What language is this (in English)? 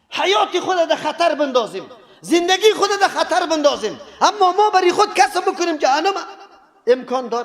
Persian